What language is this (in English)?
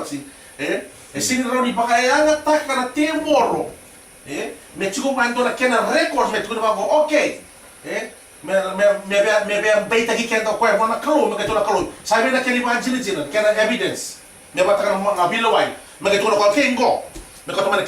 Fijian